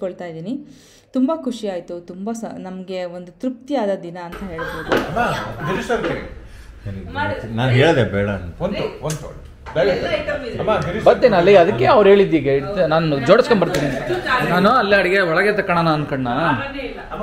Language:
Kannada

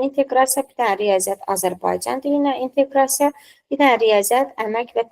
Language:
Azerbaijani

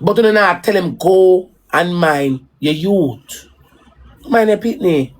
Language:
Jamaican Creole English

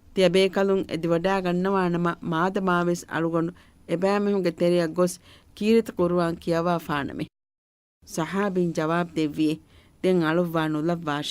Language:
Divehi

